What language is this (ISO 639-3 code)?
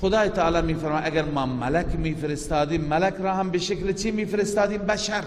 fas